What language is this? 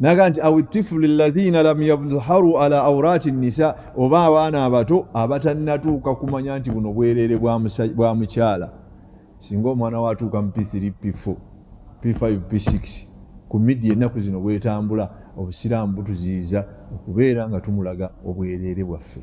Ganda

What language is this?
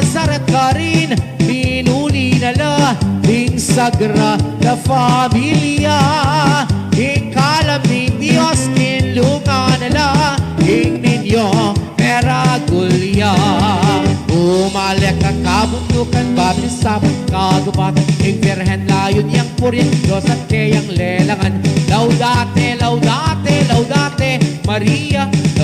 Pampanga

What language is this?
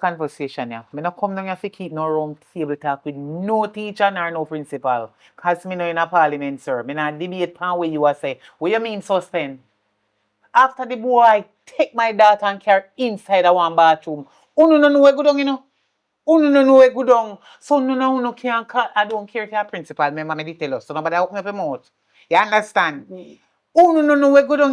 Jamaican Creole English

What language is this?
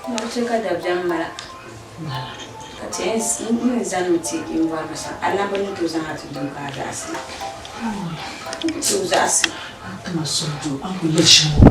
Dagbani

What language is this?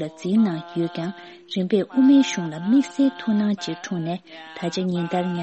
Tibetan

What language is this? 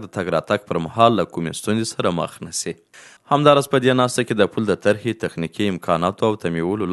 Pashto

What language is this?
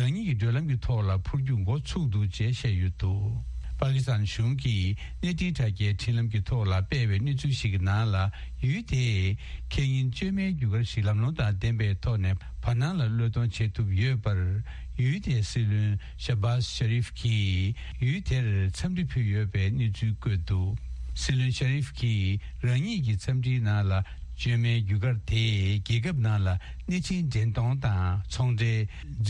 Tibetan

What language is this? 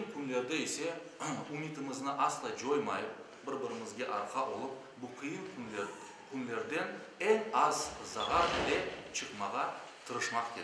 Crimean Tatar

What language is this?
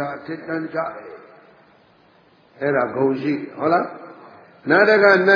Burmese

